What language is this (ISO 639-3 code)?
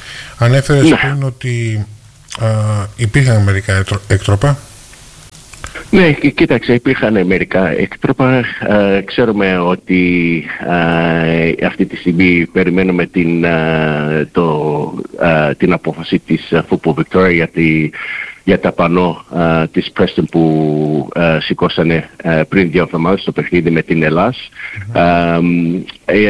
ell